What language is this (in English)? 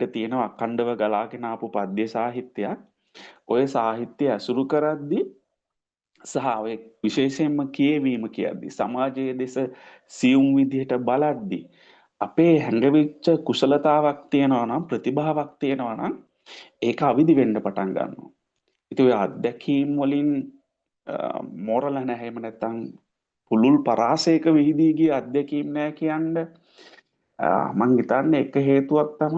Sinhala